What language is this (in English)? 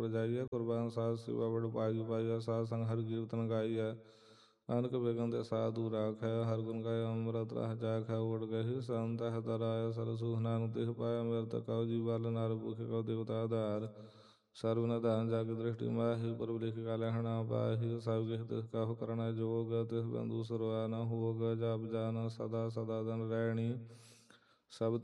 Punjabi